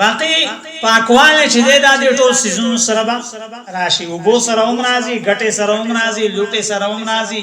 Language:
Pashto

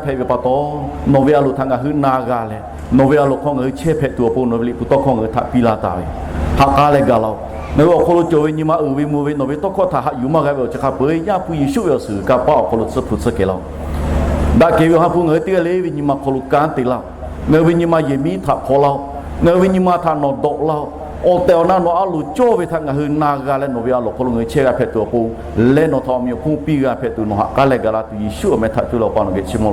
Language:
Lahu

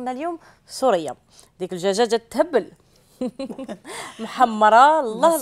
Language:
Algerian Arabic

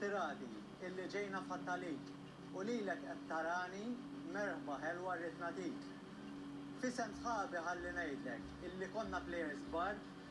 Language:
Maltese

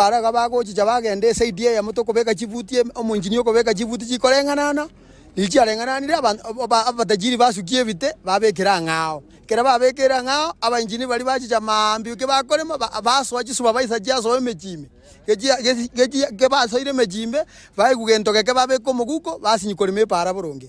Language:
Gusii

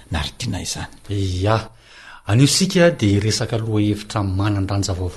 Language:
Malagasy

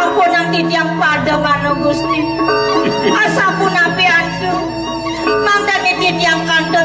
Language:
Balinese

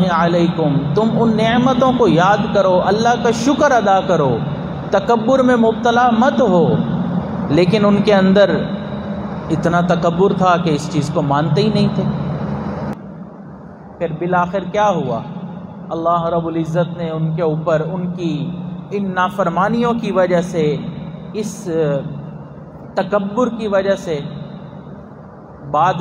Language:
Urdu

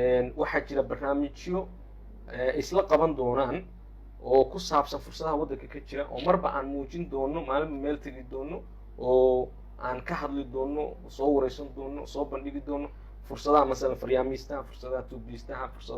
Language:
Somali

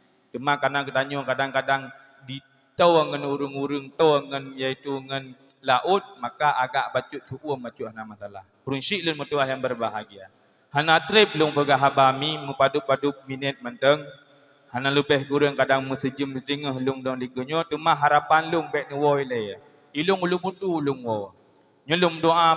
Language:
Achinese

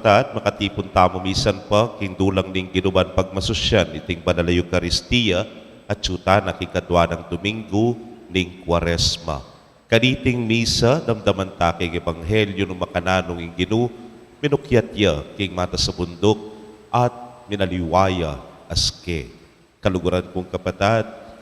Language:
Pampanga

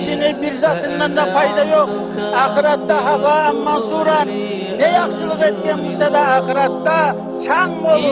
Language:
Kumyk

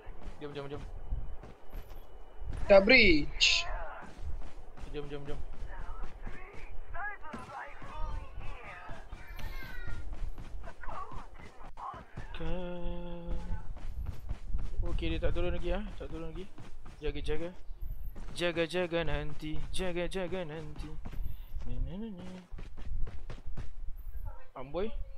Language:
Malay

